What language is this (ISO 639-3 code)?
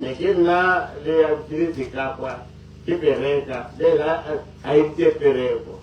tsn